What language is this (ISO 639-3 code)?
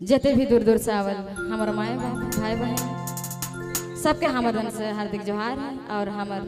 sck